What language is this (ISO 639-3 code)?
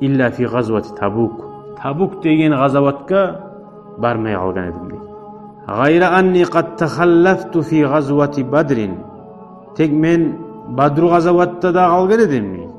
kum